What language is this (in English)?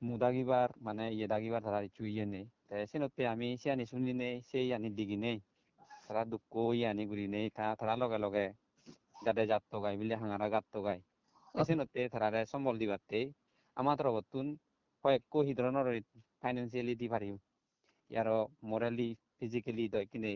Chakma